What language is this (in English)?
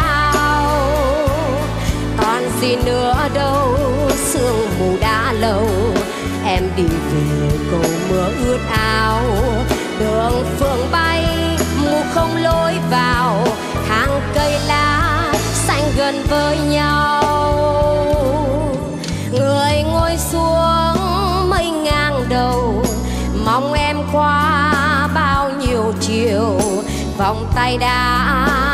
Vietnamese